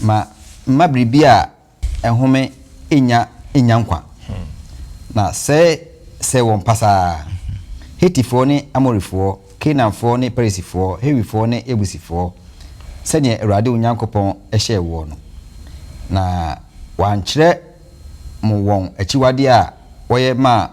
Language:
Akan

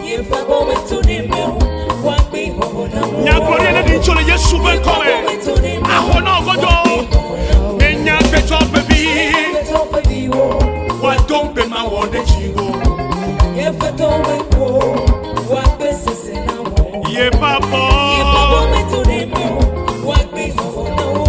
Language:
Ewe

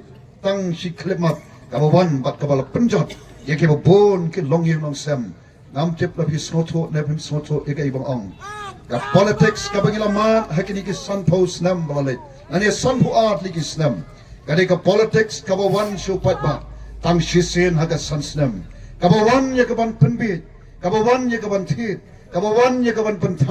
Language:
Khasi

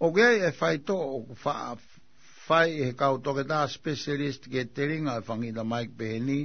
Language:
Tongan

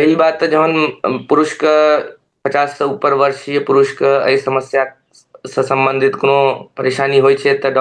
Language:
Maithili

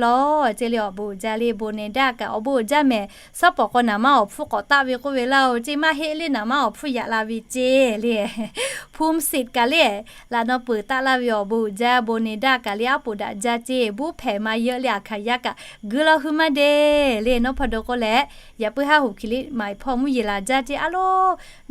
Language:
Lahu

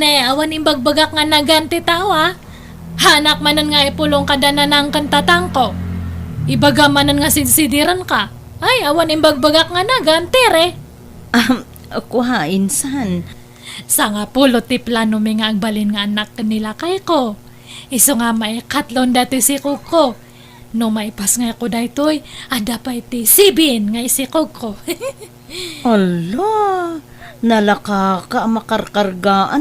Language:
Iloko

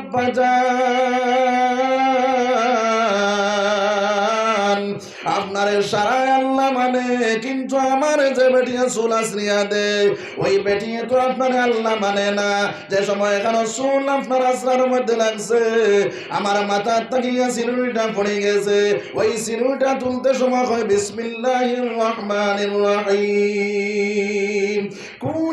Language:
Sylheti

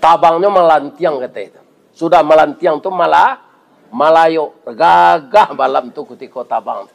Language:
Minangkabau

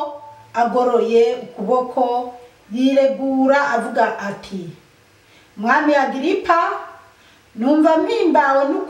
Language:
Rundi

